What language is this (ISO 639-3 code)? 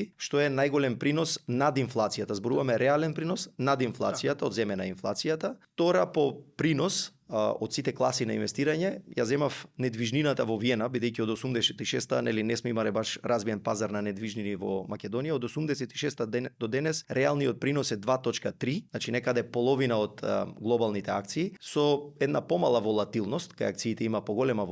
mkd